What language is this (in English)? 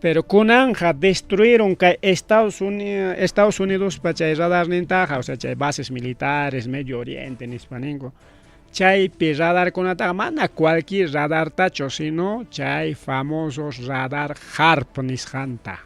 Ayacucho Quechua